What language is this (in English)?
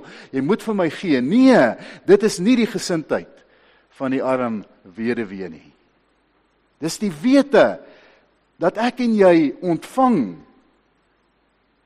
Afrikaans